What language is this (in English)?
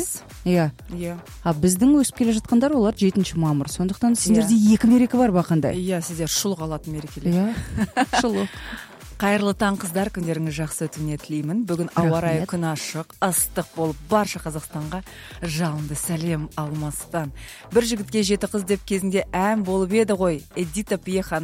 Kazakh